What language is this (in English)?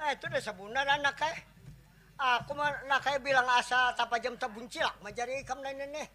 Banjar